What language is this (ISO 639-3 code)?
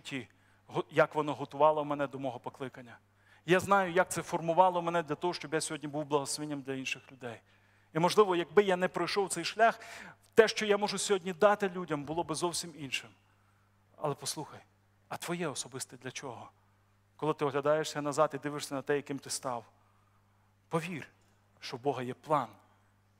ukr